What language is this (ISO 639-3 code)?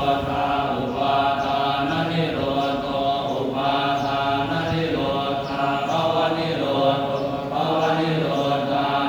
pli